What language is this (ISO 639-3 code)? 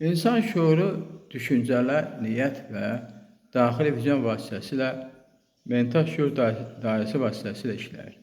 aze